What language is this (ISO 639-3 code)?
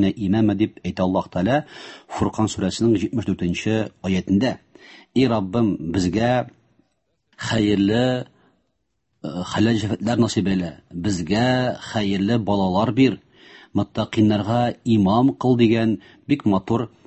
tat